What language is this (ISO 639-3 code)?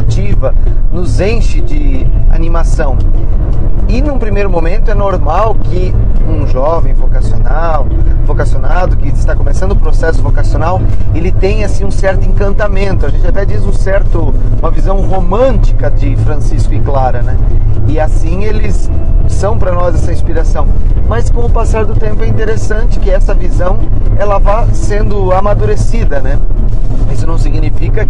por